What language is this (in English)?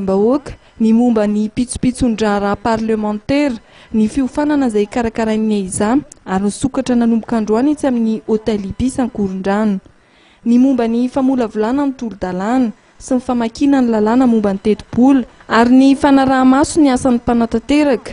Malagasy